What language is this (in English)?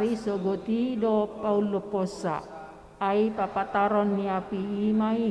Batak Toba